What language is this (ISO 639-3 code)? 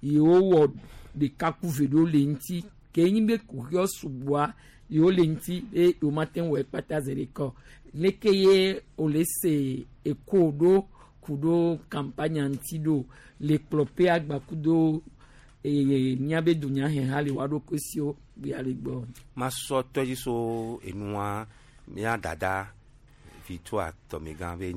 gej